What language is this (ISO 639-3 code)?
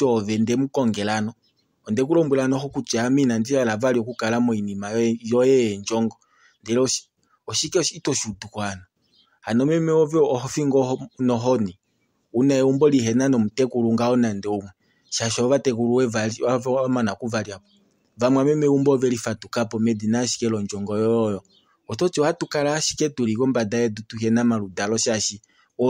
kua